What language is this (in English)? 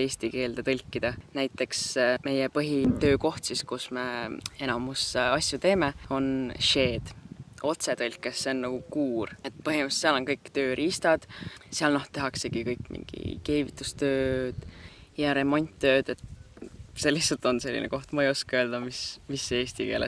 Estonian